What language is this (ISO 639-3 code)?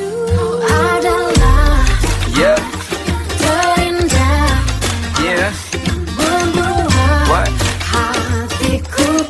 bjn